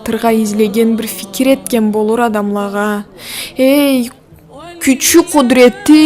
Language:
Karachay-Balkar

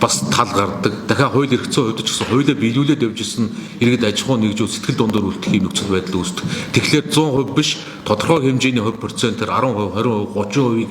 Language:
Mongolian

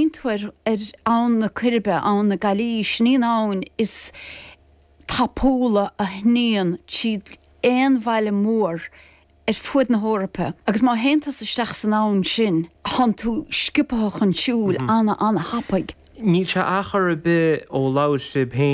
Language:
Irish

